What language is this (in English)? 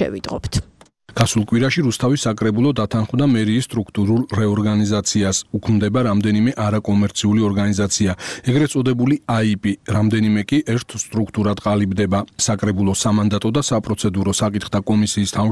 Georgian